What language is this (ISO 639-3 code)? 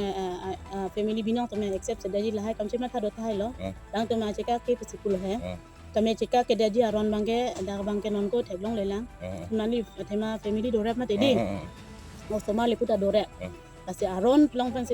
mjw